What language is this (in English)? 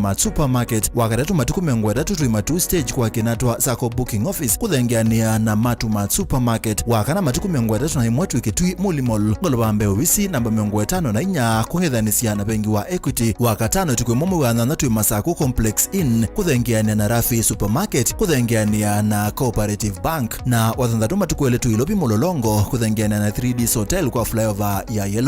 Kamba